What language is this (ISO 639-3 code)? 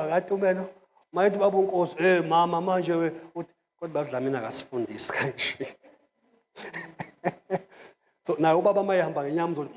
zul